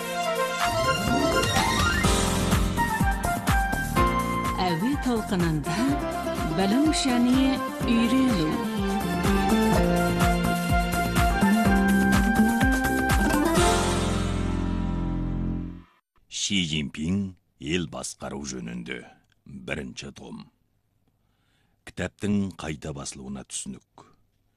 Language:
Kazakh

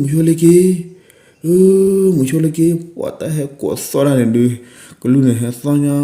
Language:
S'gaw Karen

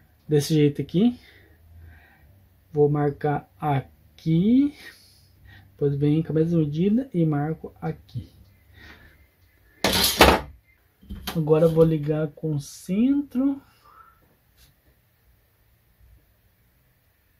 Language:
Portuguese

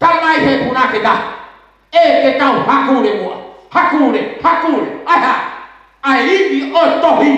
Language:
Tongan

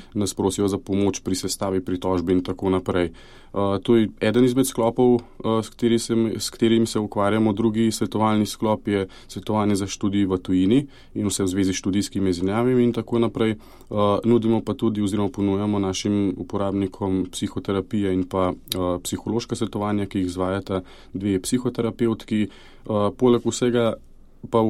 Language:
Slovenian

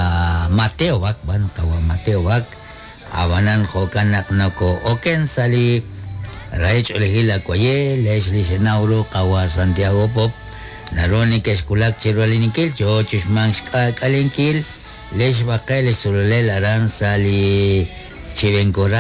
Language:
Kekchí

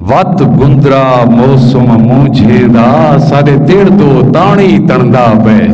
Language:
Saraiki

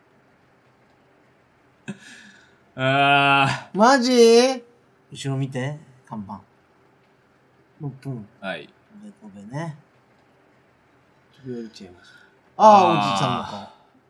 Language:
Japanese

